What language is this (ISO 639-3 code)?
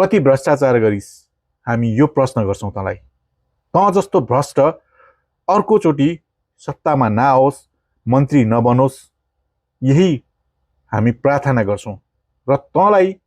nep